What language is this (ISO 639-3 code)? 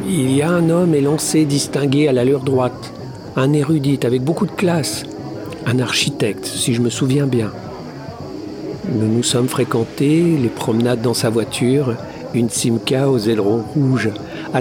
fra